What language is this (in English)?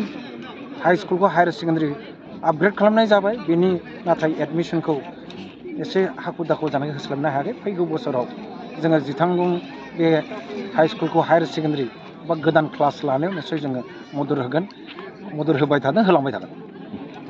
Bodo